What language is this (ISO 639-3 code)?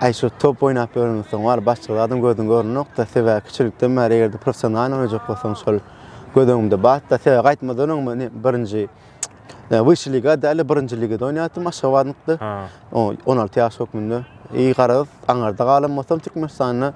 tuk